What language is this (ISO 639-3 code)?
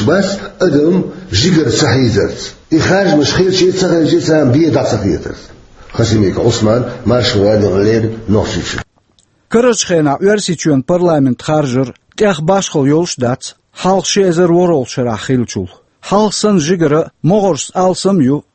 che